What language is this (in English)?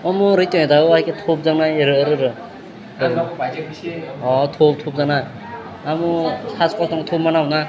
Kok Borok